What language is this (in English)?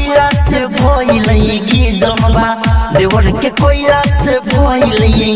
Bhojpuri